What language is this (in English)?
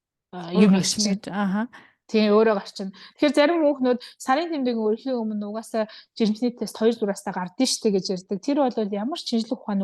Mongolian